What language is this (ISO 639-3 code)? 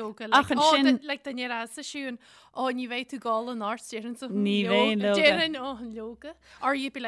gle